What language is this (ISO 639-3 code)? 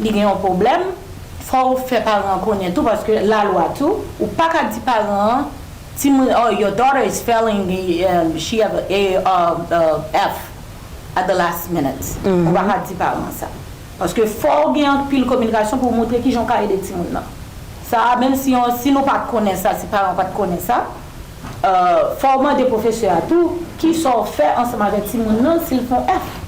hat